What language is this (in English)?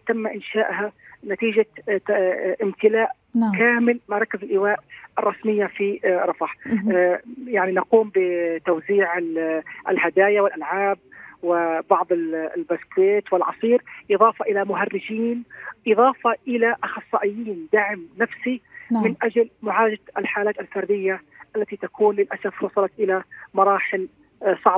Arabic